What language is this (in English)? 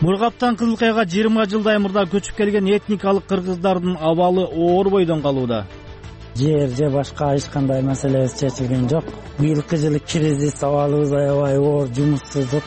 Kyrgyz